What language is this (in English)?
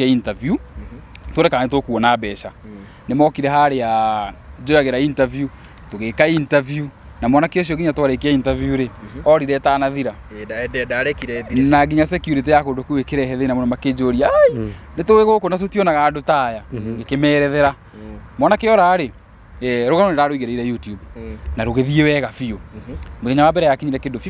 Kikuyu